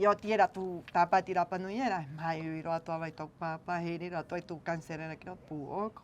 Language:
Rapanui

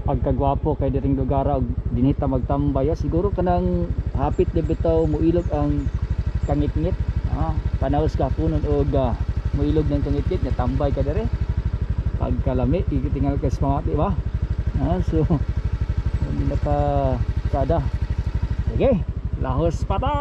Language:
Cebuano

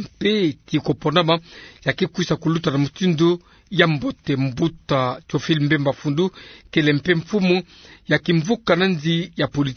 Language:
Kituba (Democratic Republic of Congo)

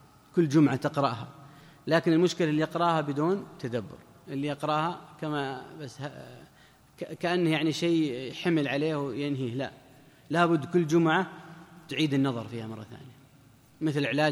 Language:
Arabic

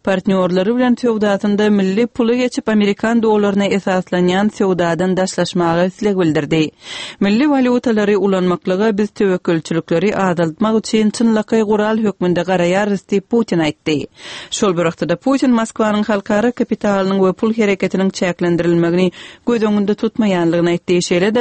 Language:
Turkmen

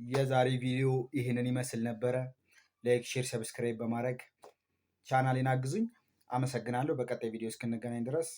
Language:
Amharic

